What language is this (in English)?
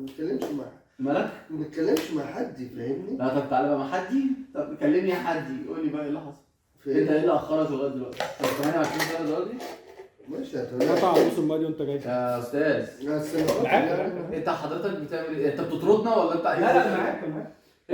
Egyptian Arabic